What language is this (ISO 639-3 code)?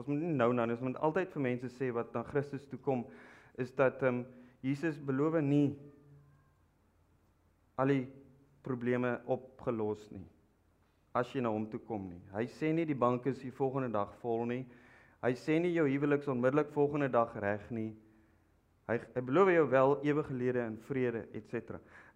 afr